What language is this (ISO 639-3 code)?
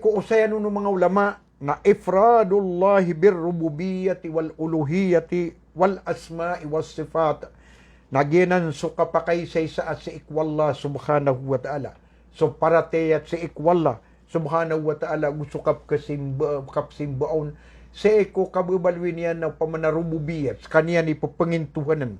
mrw